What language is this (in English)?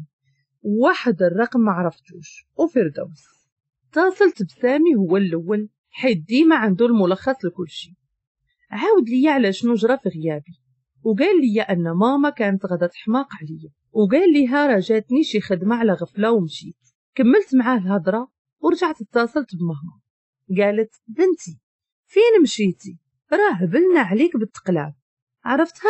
Moroccan Arabic